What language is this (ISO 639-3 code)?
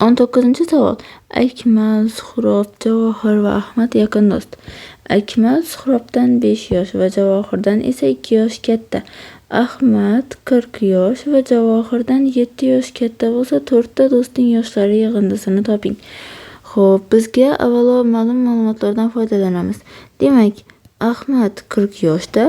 uzb